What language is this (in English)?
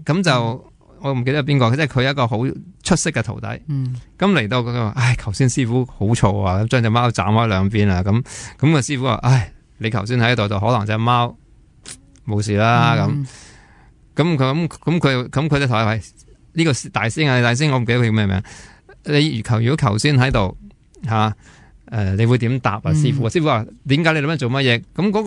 Cantonese